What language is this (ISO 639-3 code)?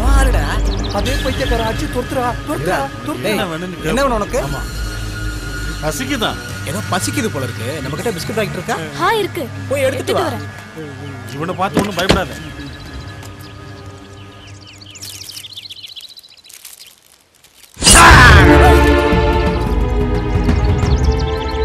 tam